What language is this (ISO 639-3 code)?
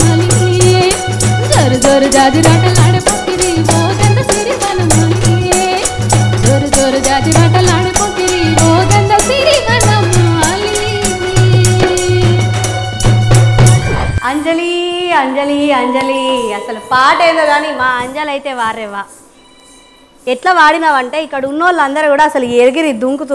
tel